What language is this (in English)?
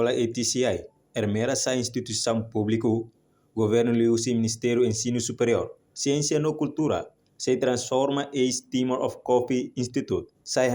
Tetum